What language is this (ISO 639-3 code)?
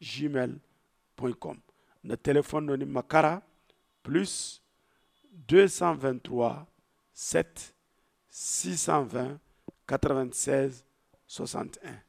dje